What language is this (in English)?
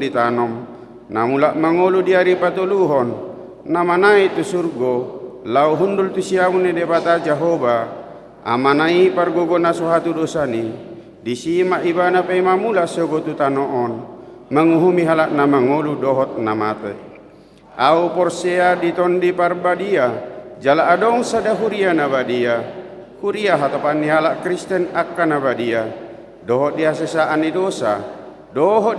Batak Toba